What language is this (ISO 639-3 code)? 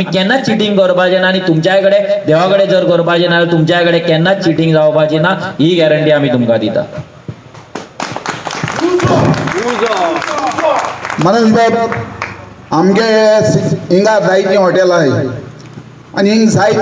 kok